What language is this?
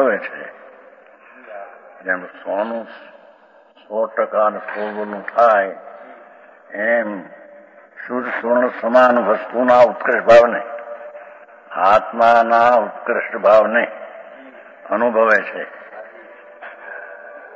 Gujarati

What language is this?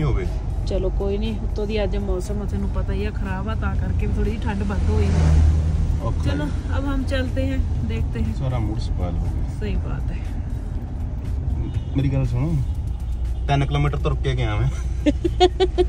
Punjabi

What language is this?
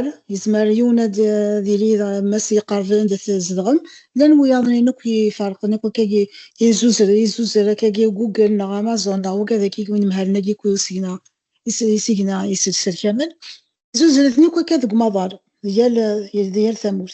Kabyle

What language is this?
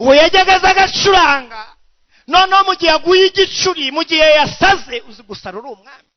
Kinyarwanda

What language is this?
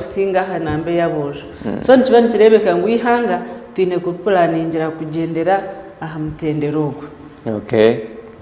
Nyankole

